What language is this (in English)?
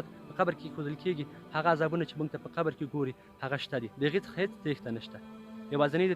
Pashto